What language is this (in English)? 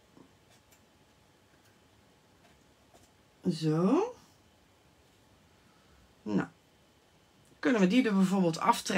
Dutch